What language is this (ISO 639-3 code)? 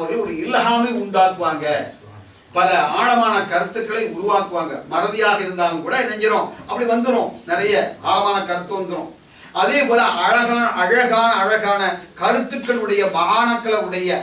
tam